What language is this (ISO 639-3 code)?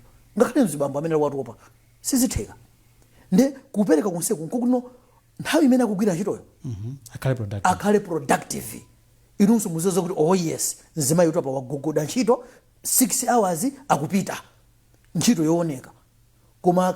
nya